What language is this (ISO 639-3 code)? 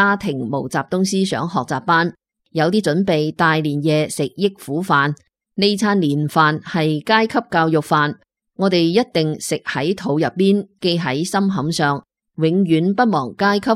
yue